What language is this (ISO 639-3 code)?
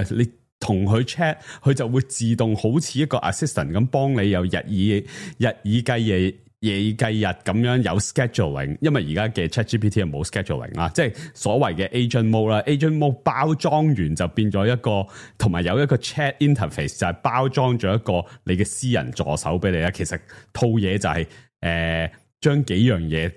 yue